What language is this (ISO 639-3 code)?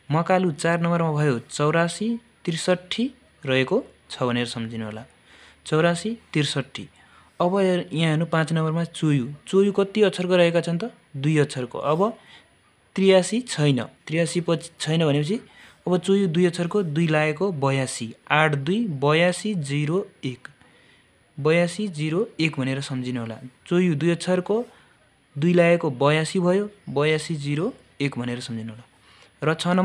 nep